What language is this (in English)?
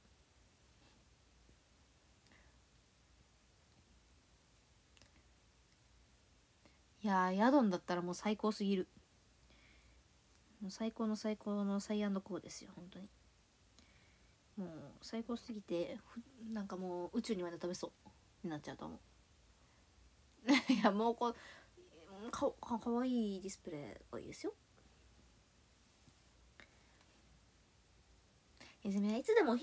Japanese